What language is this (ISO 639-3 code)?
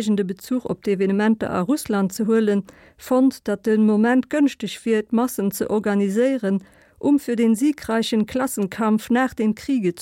ltz